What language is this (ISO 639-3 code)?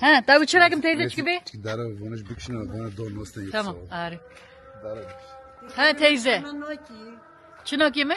kur